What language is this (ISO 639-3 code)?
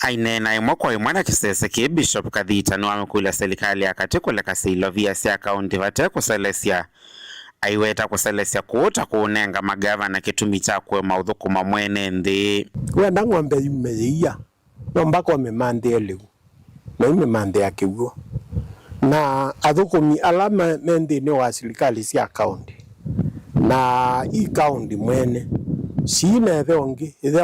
kam